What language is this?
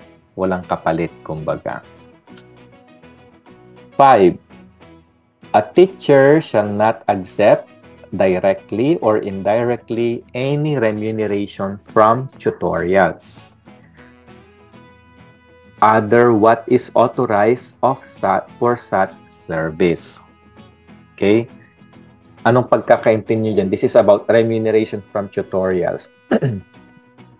Filipino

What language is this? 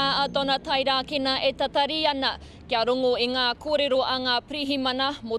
Māori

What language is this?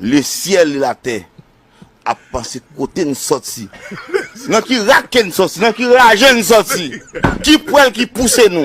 Haitian Creole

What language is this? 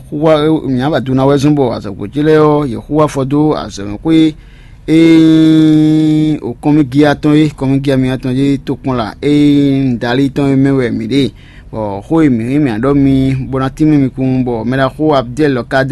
Fon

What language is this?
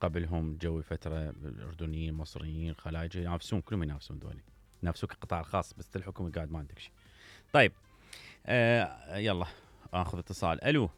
Mesopotamian Arabic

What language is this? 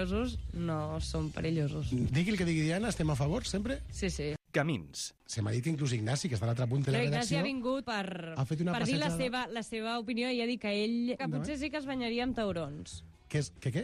Catalan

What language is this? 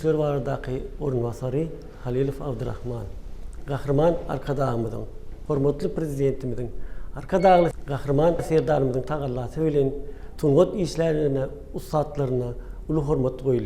Turkmen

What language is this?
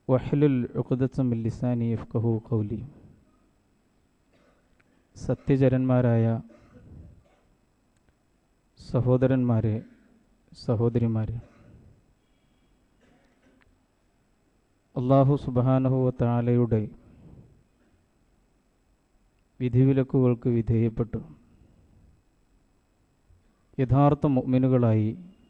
Malayalam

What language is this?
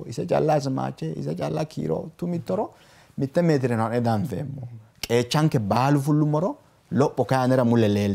Sidamo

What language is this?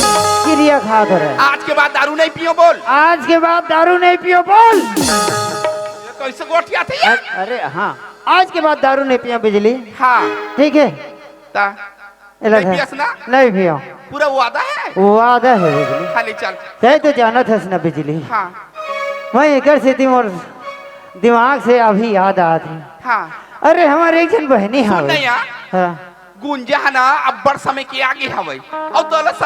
Chhattisgarhi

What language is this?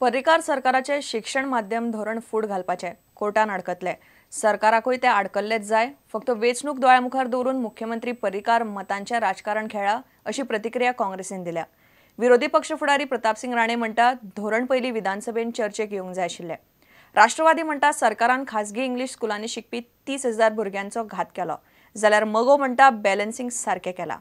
Konkani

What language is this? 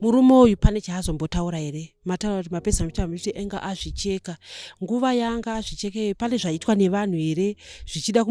Shona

